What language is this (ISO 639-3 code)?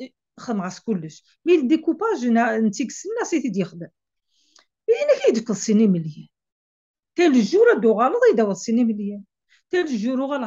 kab